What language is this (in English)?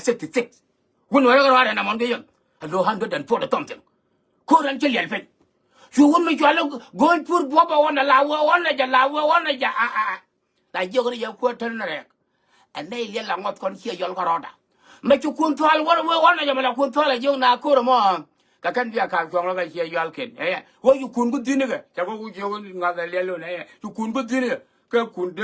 Nuer